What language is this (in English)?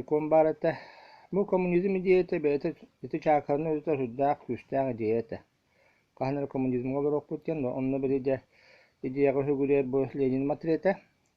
Yakut